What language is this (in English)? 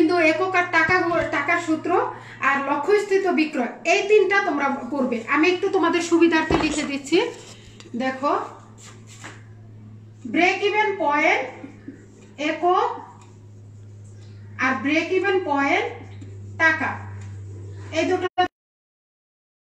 Bangla